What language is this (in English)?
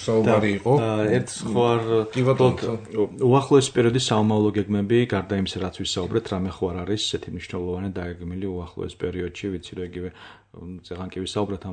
Georgian